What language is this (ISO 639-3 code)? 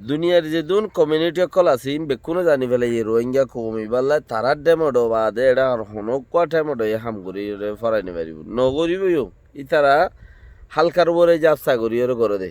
rhg